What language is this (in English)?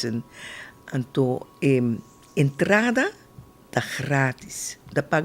Papiamento